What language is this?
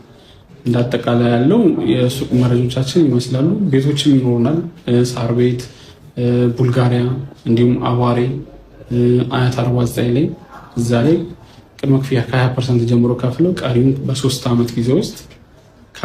Amharic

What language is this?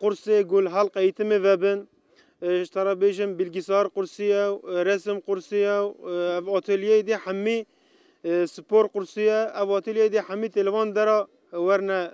Kurdish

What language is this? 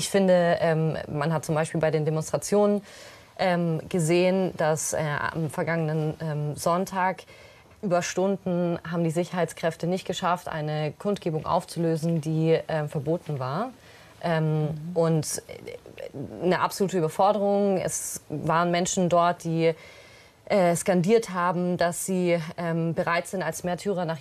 German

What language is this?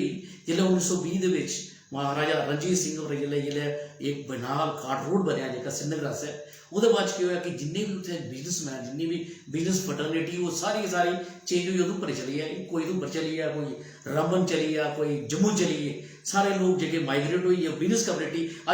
Dogri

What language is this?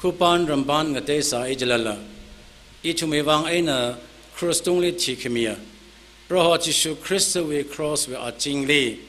Tangkhul Naga (India)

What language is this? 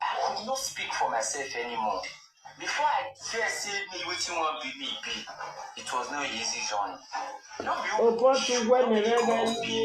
Nigerian Pidgin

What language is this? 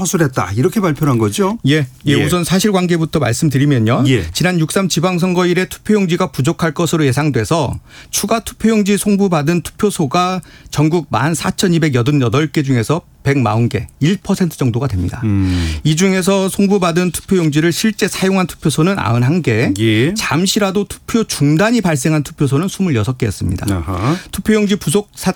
Korean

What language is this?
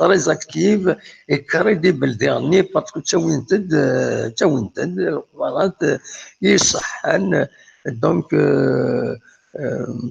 Kabyle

